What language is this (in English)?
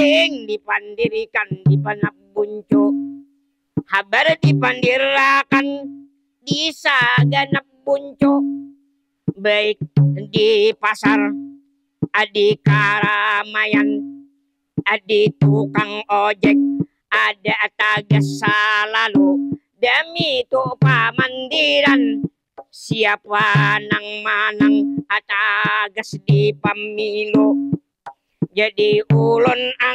Banjar